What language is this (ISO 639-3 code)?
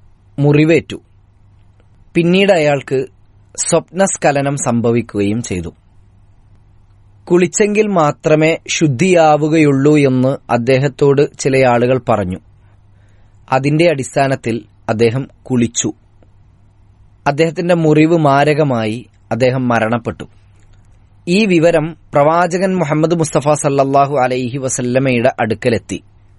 mal